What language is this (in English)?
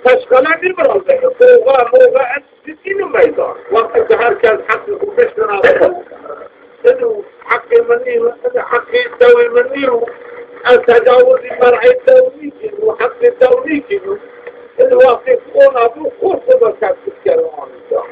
Zaza